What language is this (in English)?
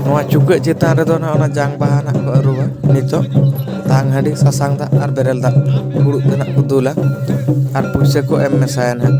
Santali